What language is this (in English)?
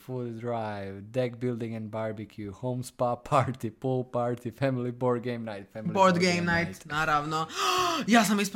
Serbian